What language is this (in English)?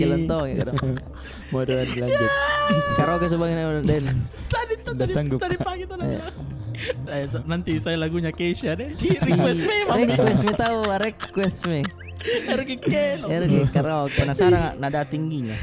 Makassar Malay